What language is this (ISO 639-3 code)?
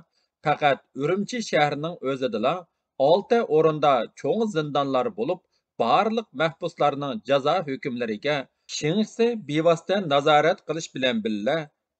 uig